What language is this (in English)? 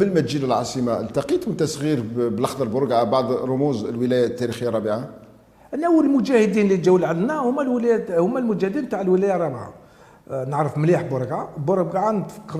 Algerian Arabic